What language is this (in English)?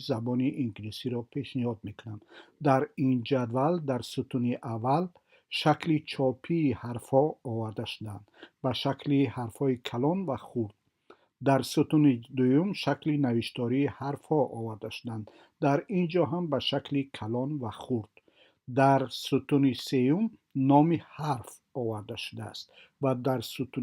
Tajik